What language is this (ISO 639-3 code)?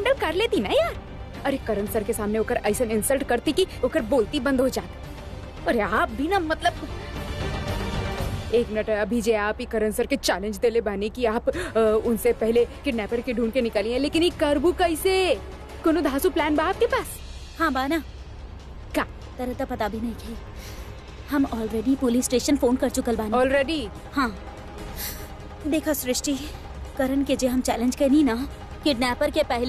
bho